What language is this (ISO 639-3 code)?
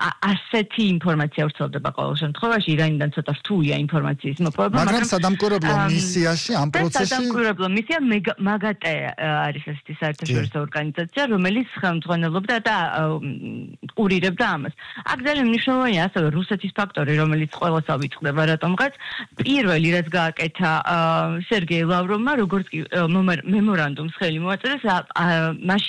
kat